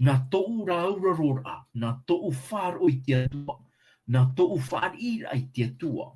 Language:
Tahitian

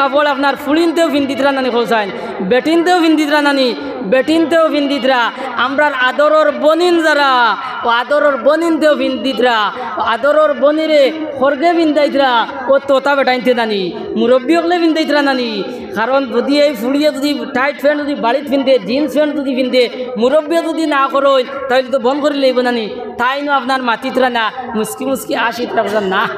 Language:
Sylheti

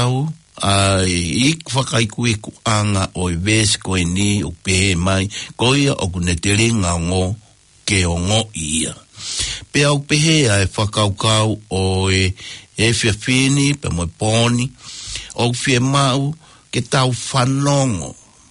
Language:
Tongan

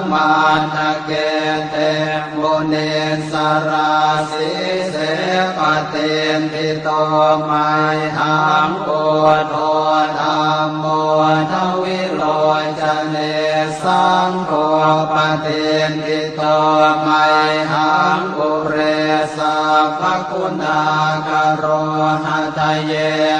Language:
Pali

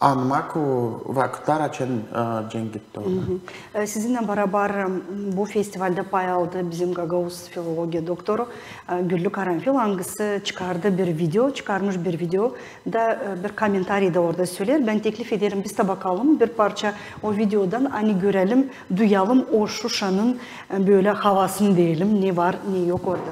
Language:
Gagauz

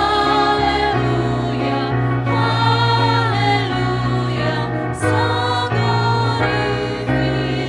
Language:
Nias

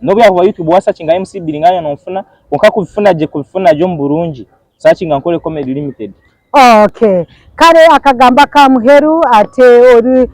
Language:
Nyankole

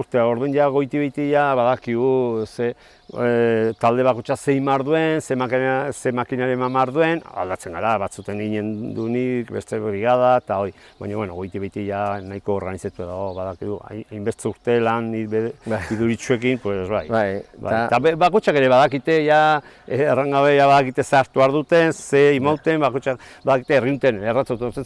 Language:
Basque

